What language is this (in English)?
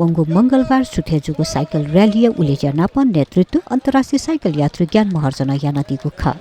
Newari